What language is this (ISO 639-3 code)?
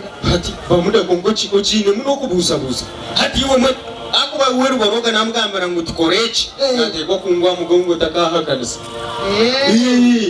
nyn